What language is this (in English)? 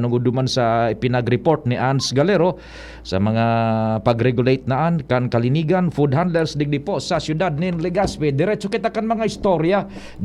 Bikol